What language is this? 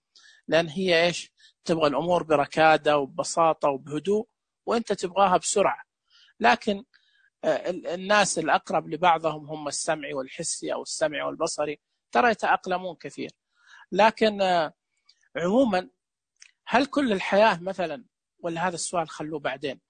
Najdi Arabic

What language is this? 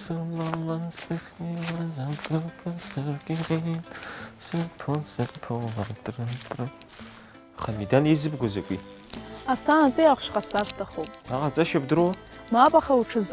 Abkhazian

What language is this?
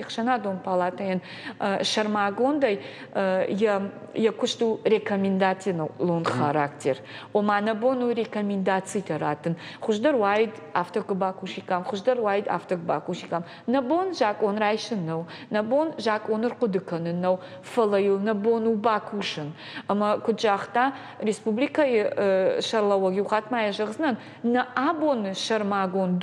Ossetic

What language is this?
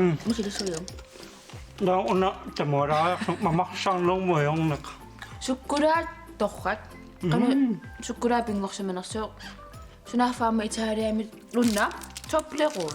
Kalaallisut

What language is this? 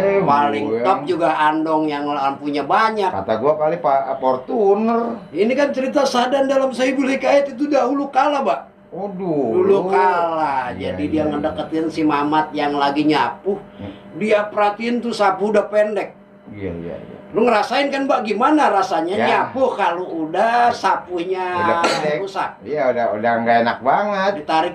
Betawi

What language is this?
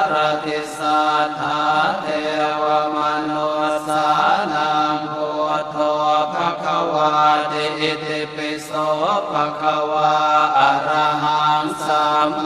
Pali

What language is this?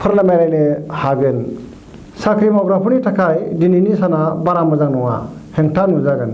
Bodo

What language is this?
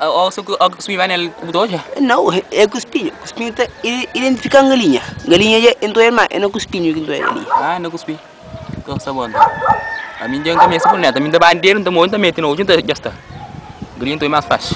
Kabuverdianu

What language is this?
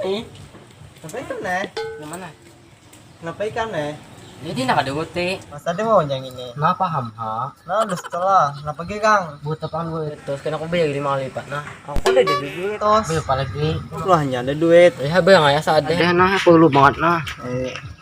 Banjar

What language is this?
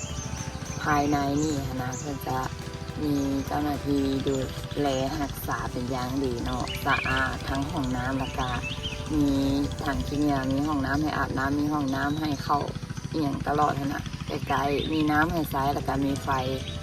Lao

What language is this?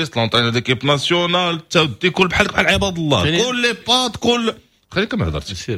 Moroccan Arabic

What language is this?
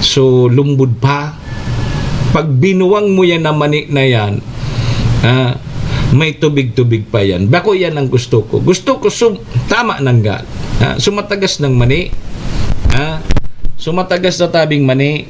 Bikol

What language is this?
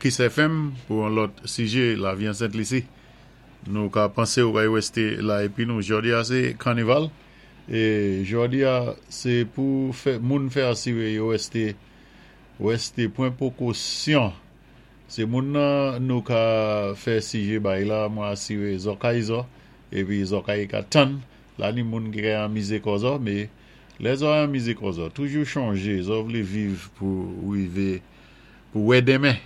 Saint Lucian Creole French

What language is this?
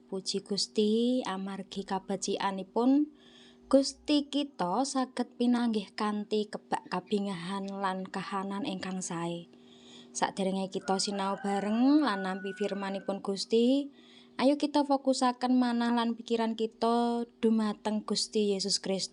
Javanese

